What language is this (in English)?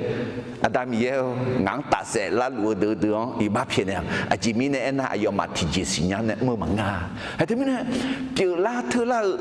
Akha